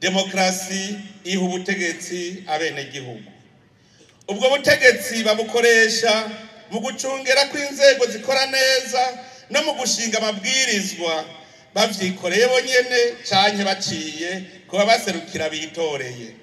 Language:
Rundi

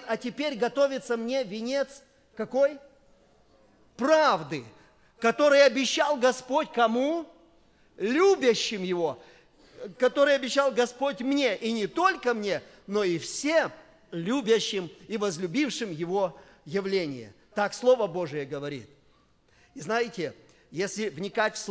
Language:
Russian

